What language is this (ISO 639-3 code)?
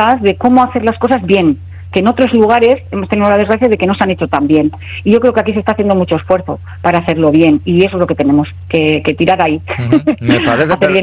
spa